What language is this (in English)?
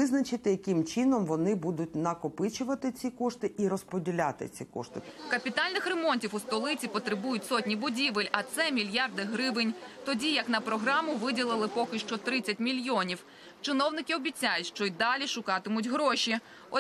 Ukrainian